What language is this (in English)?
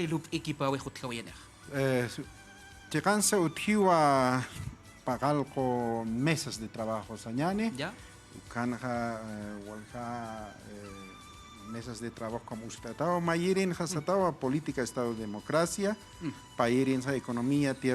Aymara